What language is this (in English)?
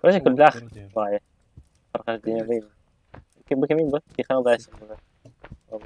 Yakut